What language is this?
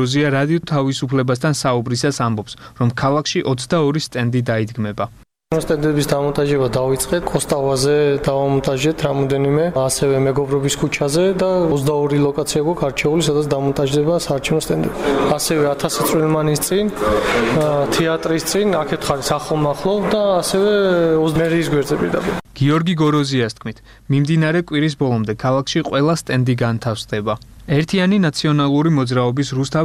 Georgian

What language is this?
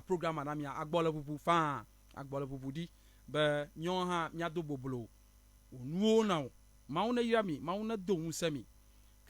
Ewe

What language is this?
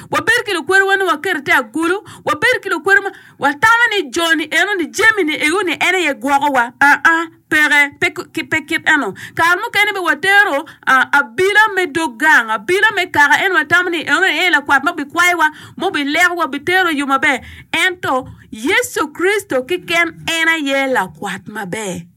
Acoli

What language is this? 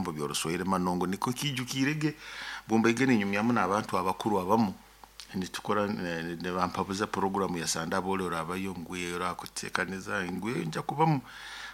Nyoro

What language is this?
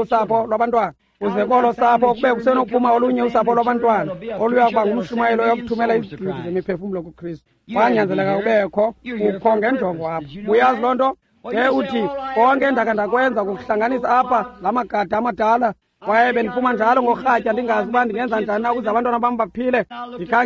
Xhosa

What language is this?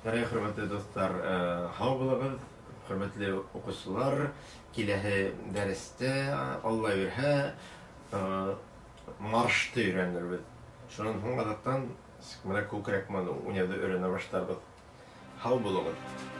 Bashkir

